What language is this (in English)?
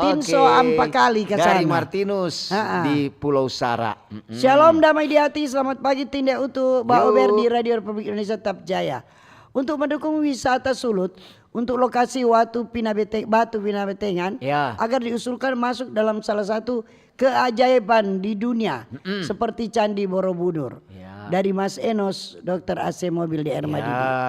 Manado Malay